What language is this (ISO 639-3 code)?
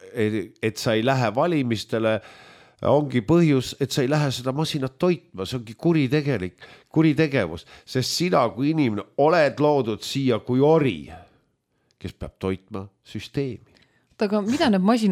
est